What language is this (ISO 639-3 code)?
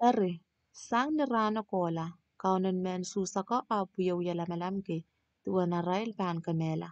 pon